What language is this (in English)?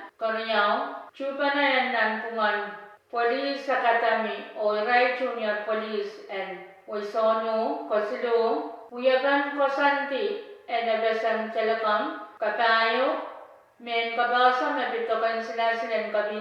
Pohnpeian